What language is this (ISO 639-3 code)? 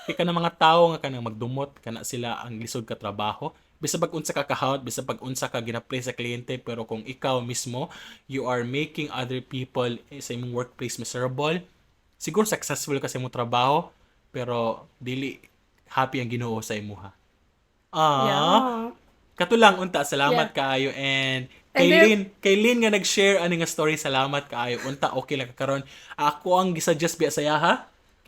ceb